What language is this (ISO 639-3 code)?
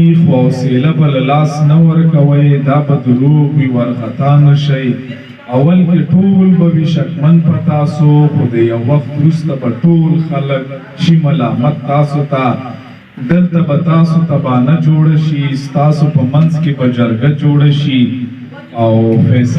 pus